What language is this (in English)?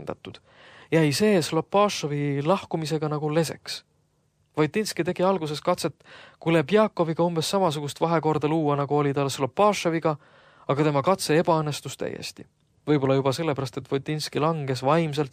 Estonian